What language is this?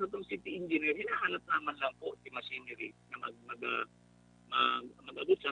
Bikol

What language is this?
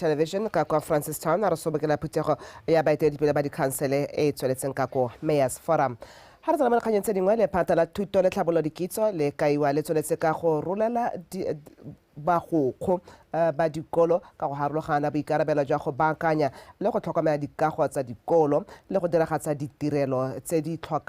Tswana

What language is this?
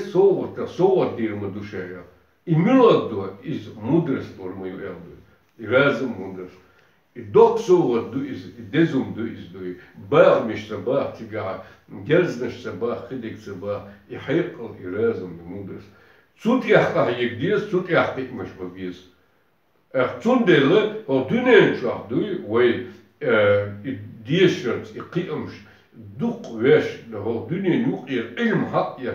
Chechen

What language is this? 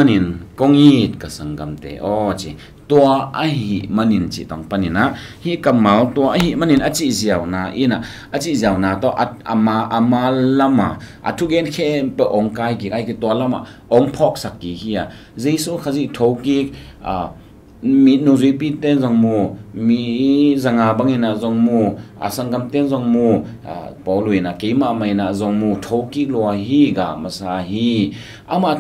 Tedim Chin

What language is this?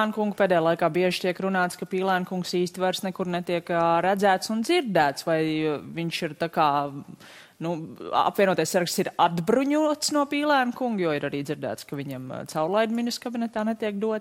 Latvian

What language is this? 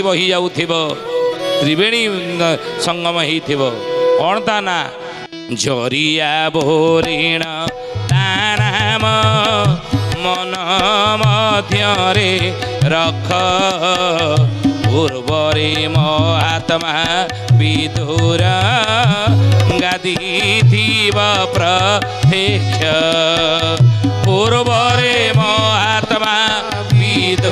Odia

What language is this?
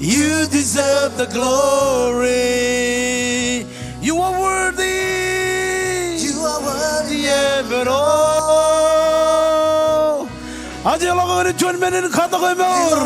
Marshallese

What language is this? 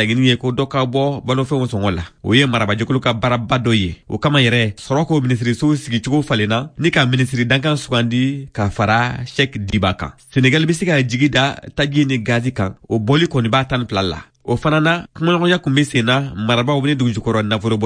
Bambara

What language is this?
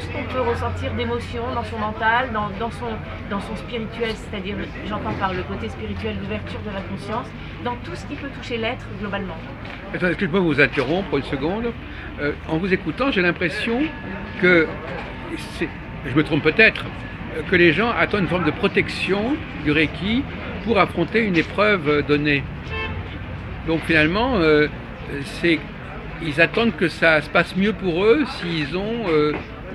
French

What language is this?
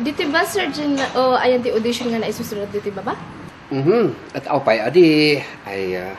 Kankanaey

